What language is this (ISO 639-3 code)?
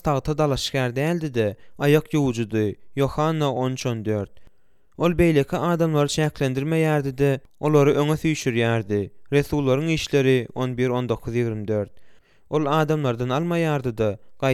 tuk